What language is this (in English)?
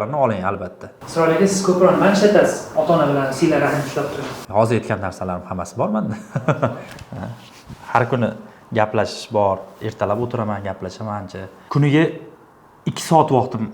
Uzbek